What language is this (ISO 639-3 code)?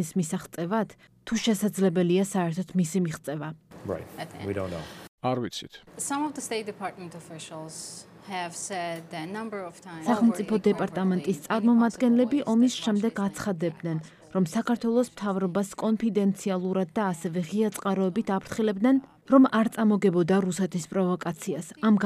kat